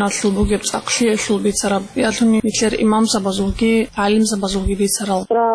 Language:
Avaric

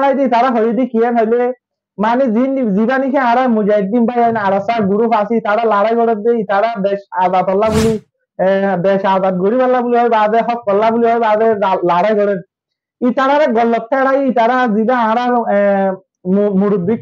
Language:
Rohingya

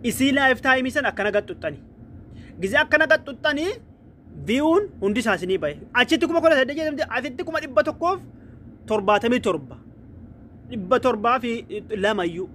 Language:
Oromo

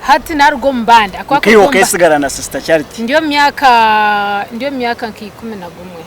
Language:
Nyankole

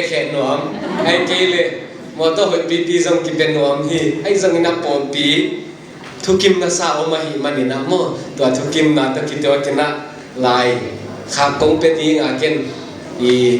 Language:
Paite Chin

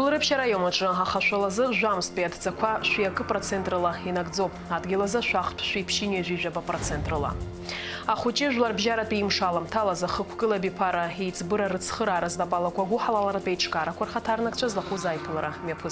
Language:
Abkhazian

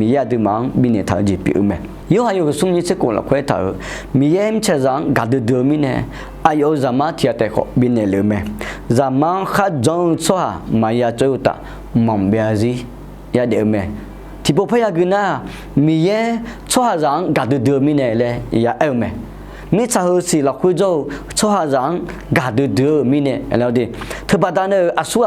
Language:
Akha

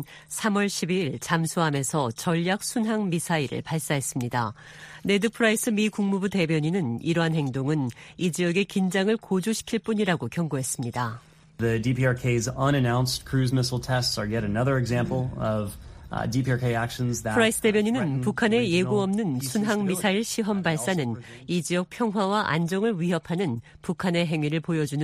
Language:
Korean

